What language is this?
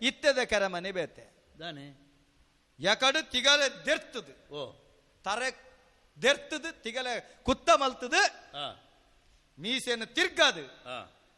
Tulu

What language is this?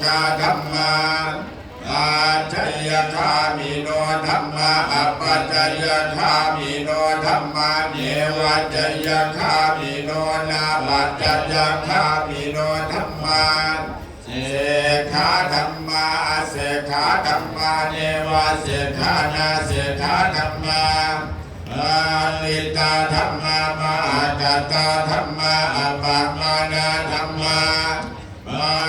Pali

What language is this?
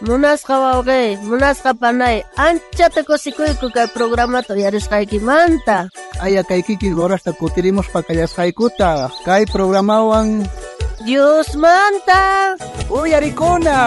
South Bolivian Quechua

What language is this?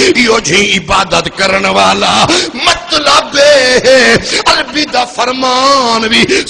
Saraiki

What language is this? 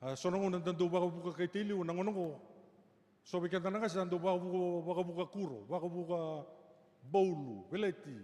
Fijian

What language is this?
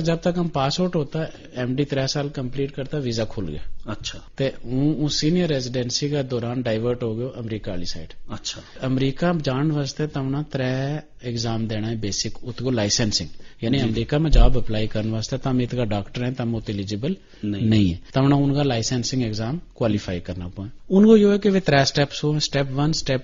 Gujari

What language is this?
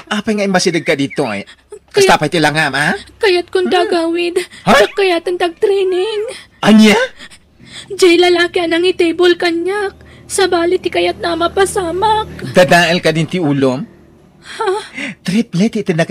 Iloko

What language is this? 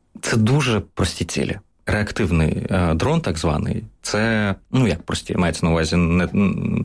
Ukrainian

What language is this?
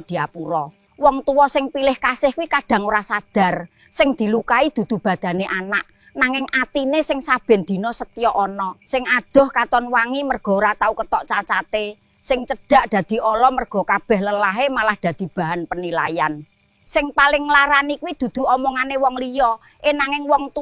Javanese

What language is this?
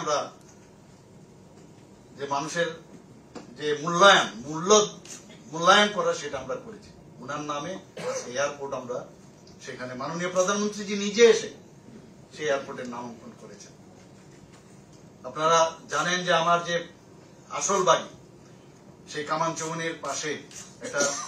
Bangla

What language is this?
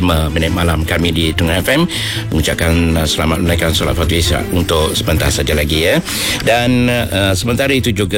Malay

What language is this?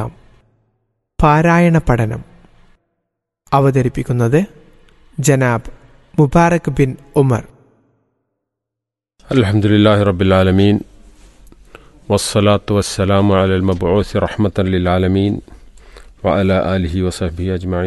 Malayalam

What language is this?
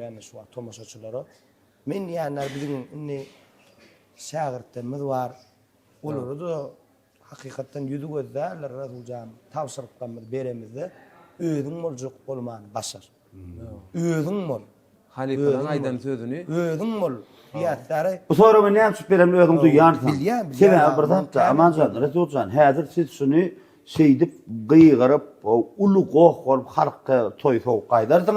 Turkmen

